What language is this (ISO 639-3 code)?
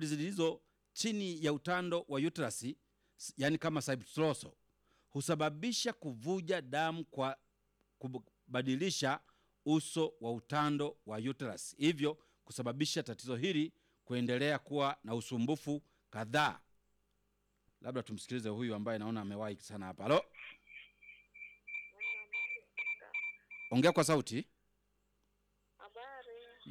swa